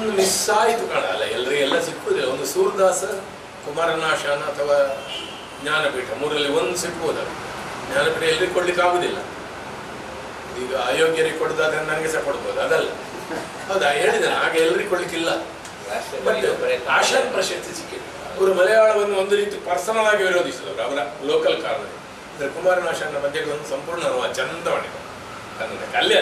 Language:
Kannada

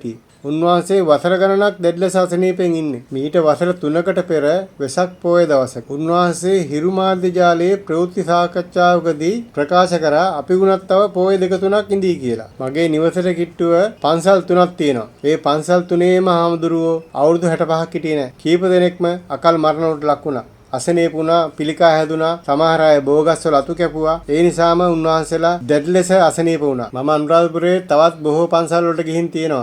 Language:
Sinhala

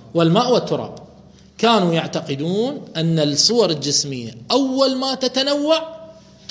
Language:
Mesopotamian Arabic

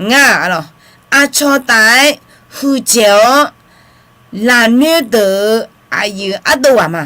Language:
Akha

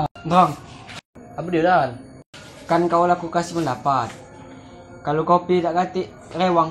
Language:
Musi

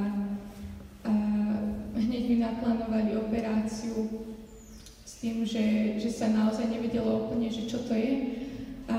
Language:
Slovak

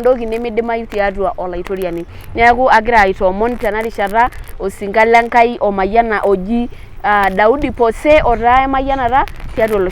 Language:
Masai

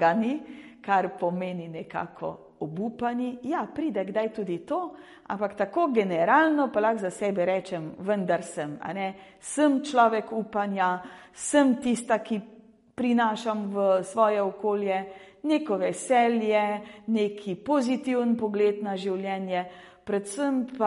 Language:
Slovenian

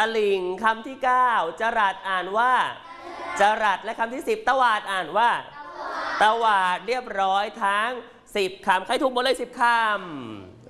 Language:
Thai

